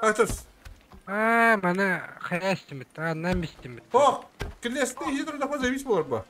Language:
Yakut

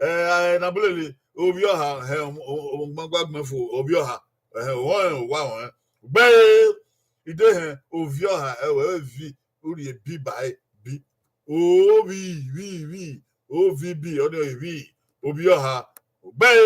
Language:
Bini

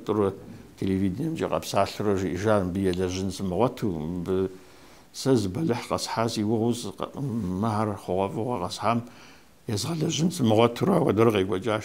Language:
Kabardian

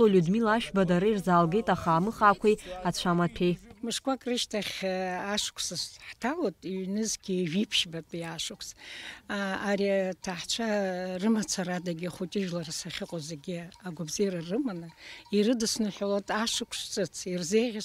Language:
Abkhazian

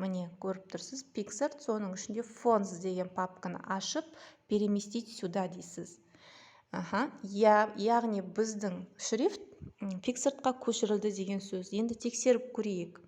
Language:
Kazakh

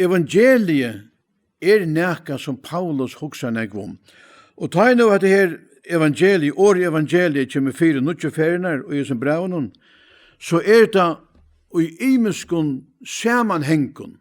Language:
Faroese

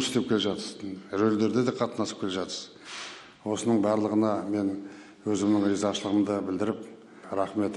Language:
Kazakh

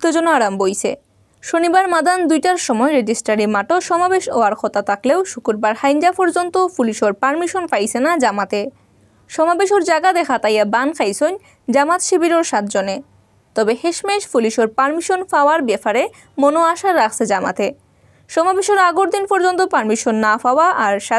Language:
Sylheti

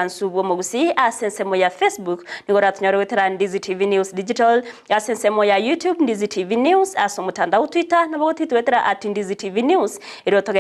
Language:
Gusii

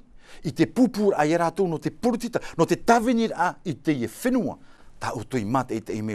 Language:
Tahitian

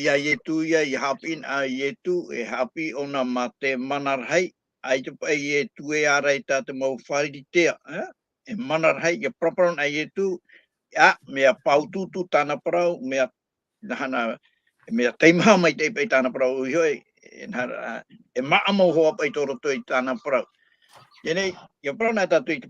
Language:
Tahitian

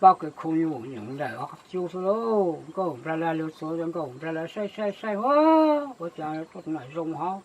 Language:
Hmong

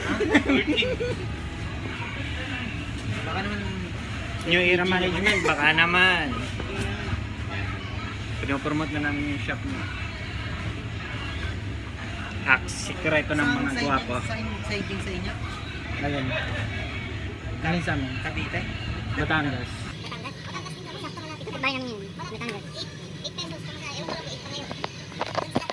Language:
Filipino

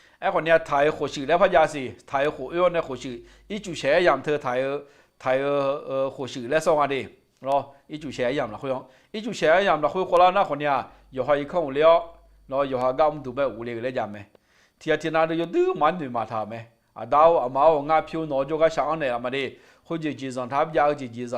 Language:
Akha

